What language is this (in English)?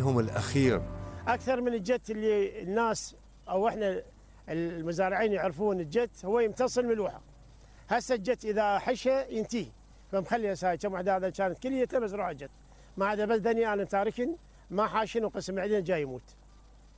Mesopotamian Arabic